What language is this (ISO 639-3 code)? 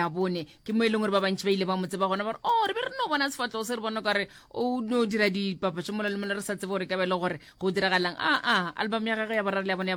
nso